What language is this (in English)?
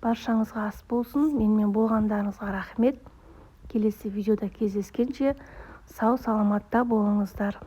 Kazakh